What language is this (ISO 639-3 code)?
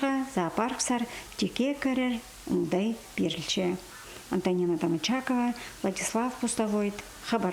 kjh